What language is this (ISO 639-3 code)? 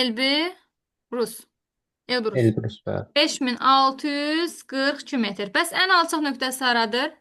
aze